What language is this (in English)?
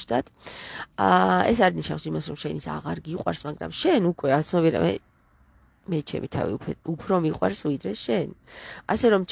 Georgian